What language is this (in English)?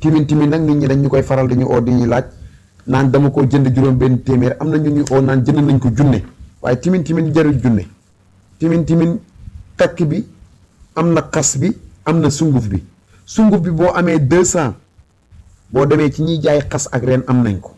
Wolof